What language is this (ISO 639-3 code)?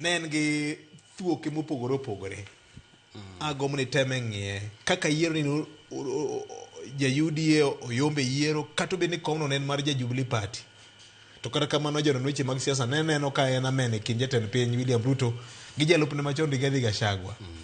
luo